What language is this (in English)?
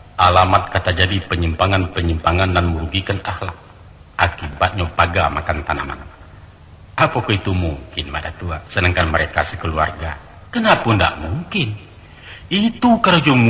Minangkabau